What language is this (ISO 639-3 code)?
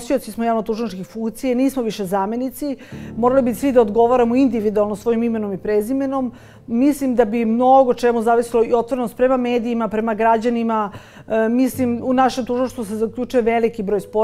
srp